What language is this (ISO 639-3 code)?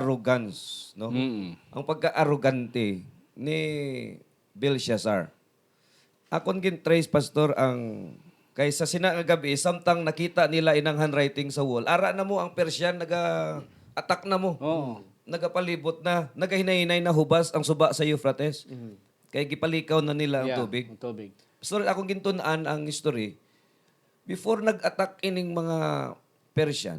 hil